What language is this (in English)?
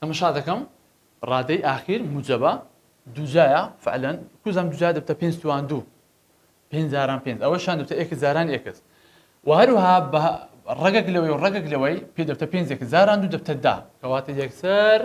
Central Kurdish